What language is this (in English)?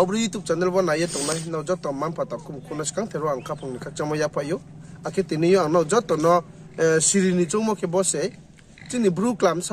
Riang (India)